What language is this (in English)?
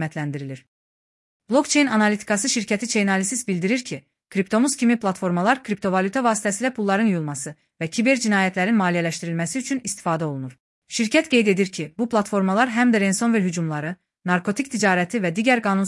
Azerbaijani